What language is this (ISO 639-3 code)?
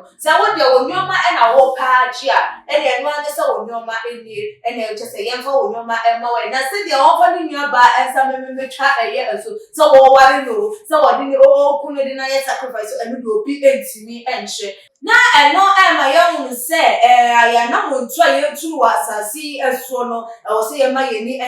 aka